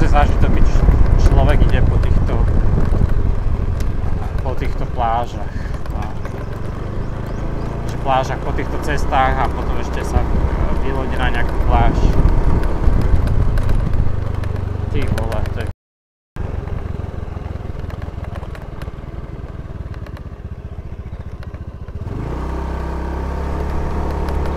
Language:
Slovak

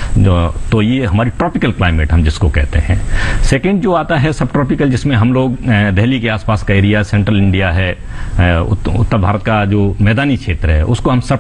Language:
Hindi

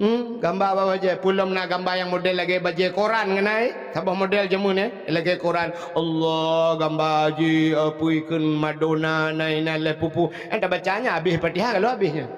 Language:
Achinese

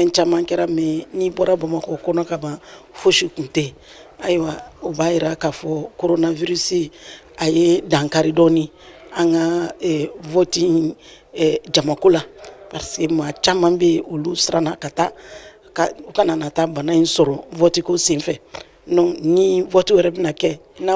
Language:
Bambara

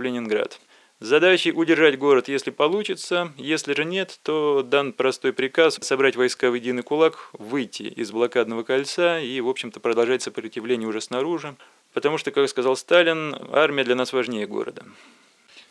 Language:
Russian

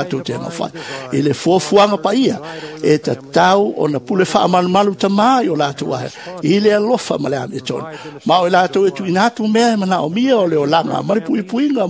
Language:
Samoan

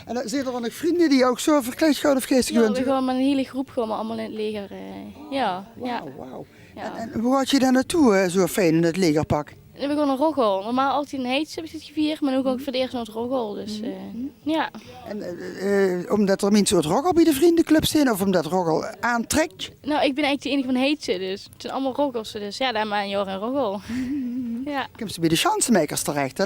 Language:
Limburgish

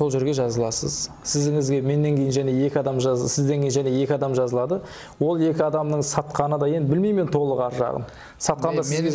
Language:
Kara-Kalpak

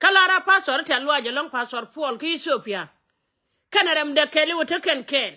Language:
Nuer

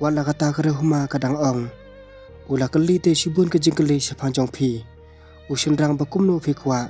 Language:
Khasi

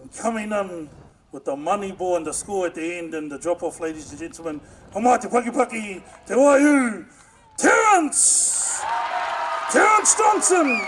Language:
Māori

